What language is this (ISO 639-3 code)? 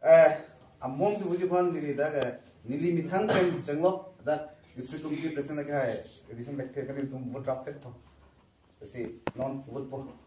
mjw